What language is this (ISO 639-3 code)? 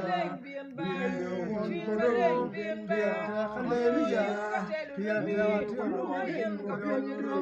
ach